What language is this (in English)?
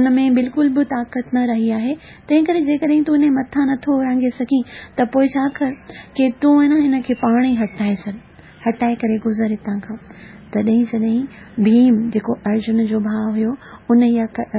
Sindhi